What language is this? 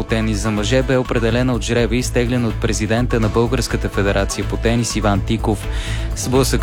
Bulgarian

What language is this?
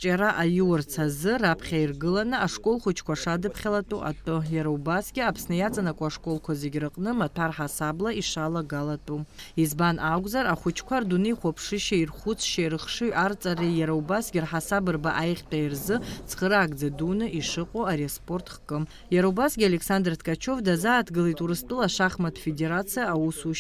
Abkhazian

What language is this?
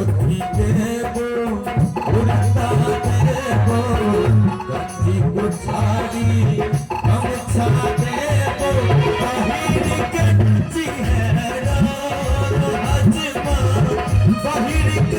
Maithili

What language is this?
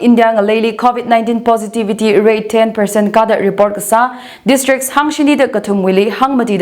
Tangkhul Naga (India)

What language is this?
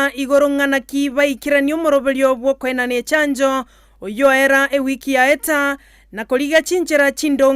Gusii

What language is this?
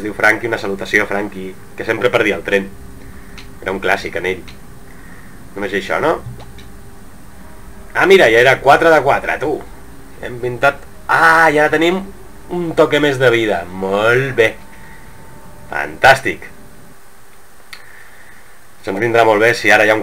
Catalan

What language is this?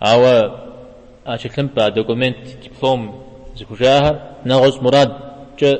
Kabardian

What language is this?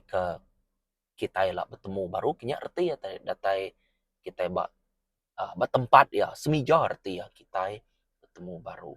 Iban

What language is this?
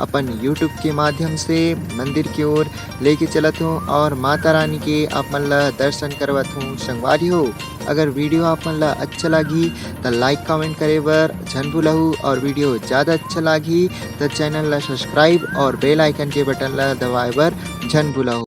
Chhattisgarhi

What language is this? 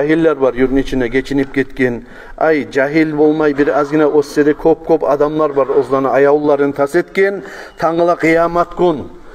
Kumyk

